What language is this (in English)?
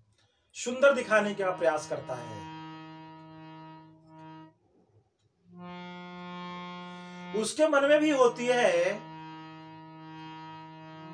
Hindi